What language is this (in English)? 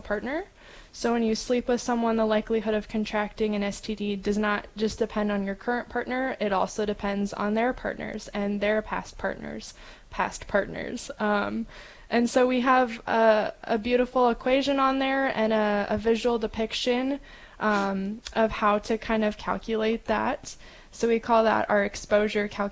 English